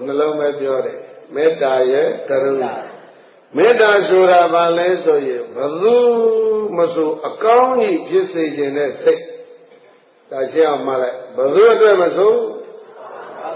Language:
Burmese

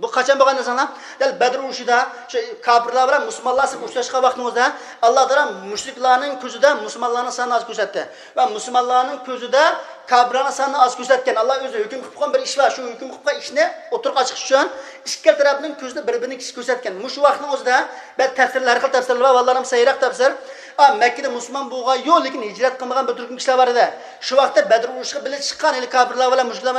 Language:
Uyghur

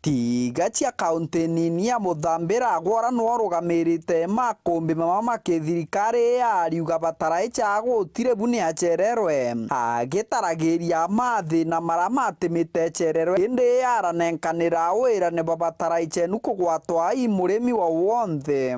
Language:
Meru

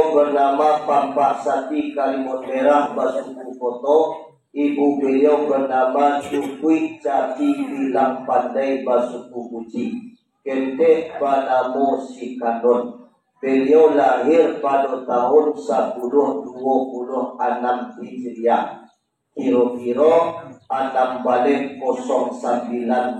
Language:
Minangkabau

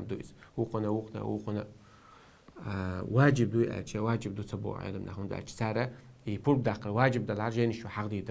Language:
Chechen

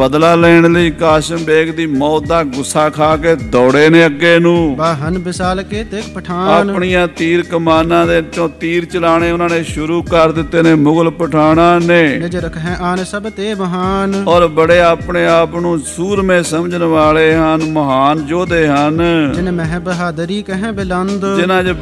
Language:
Punjabi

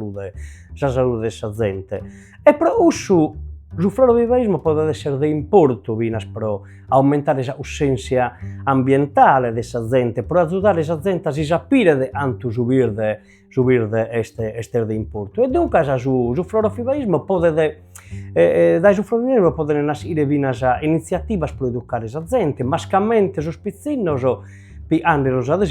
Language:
Sardinian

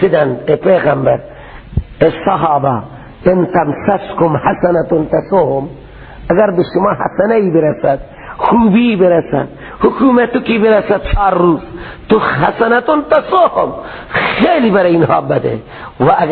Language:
Persian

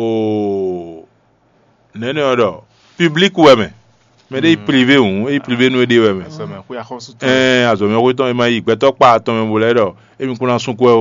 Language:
Fon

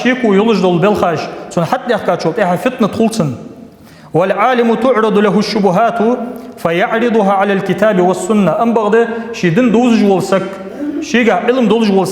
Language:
Ingush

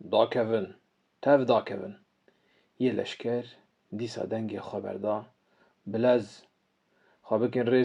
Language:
Kurdish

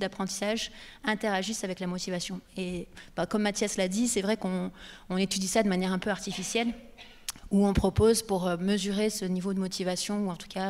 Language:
French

